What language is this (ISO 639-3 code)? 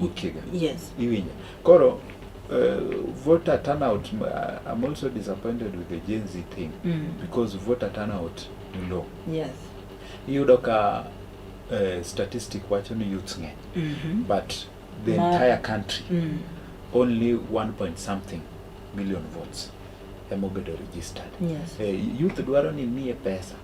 luo